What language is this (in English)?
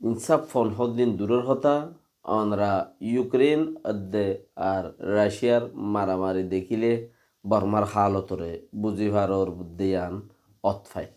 Rohingya